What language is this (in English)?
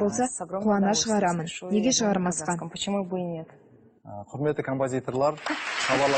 Kazakh